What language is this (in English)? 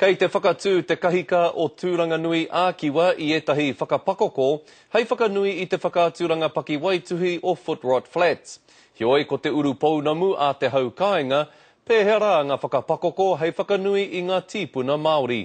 Māori